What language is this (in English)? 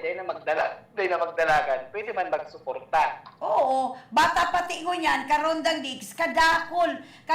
Bikol